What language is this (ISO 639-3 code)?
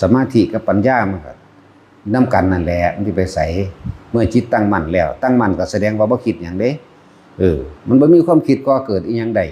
tts